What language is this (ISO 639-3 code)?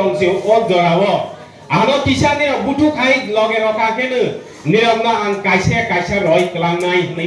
trp